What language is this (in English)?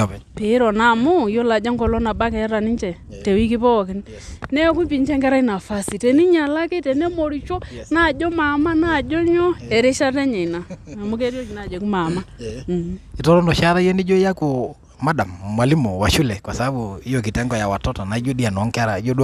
Masai